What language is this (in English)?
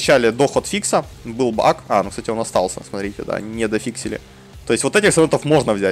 Russian